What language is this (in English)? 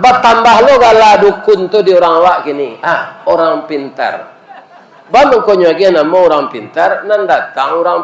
Minangkabau